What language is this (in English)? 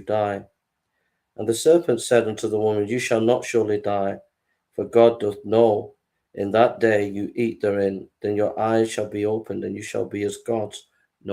English